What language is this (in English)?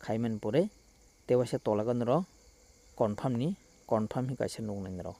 Kok Borok